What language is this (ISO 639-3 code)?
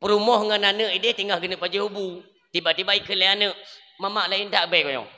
ace